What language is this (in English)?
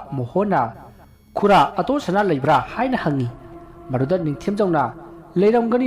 Manipuri